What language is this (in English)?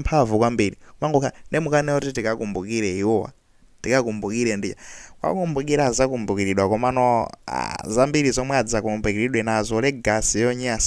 Nyanja